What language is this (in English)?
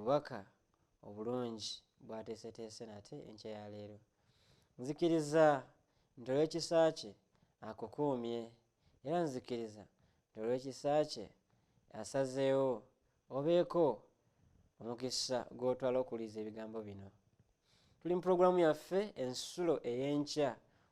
Ganda